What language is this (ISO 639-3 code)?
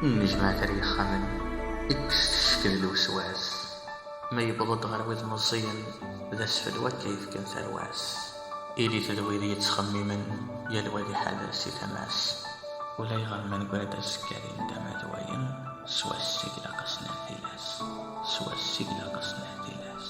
kab